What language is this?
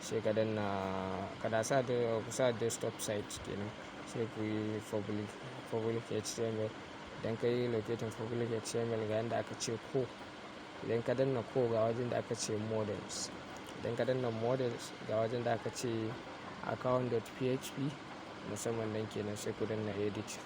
Hausa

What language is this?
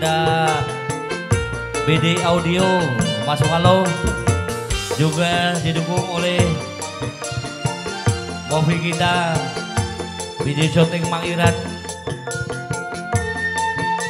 Indonesian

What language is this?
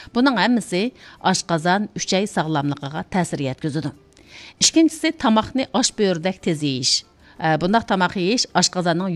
Uyghur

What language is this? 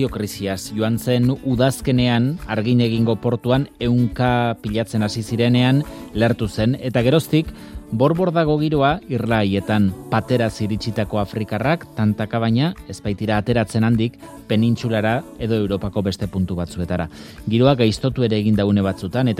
Basque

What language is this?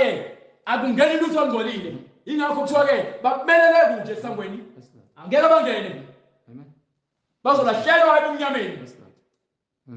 Zulu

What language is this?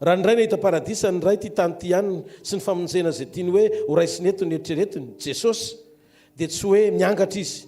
Malagasy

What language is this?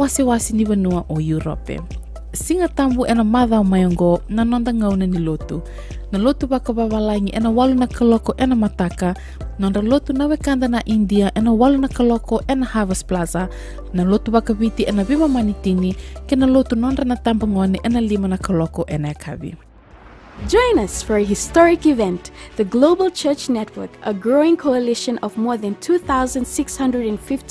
Fijian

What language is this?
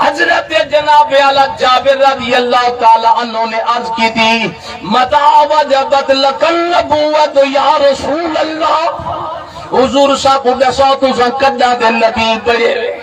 Saraiki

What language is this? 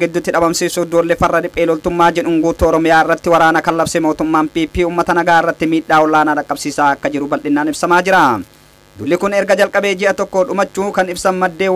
Oromo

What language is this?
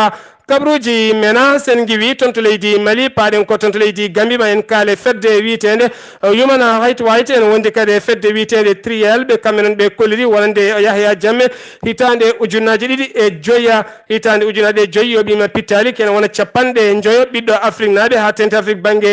Fula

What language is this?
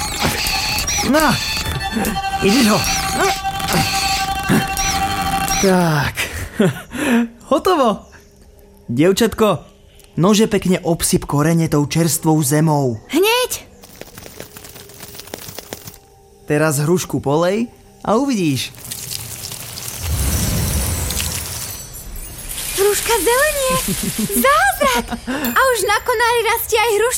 Slovak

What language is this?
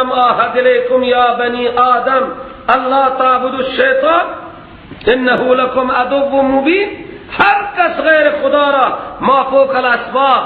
Persian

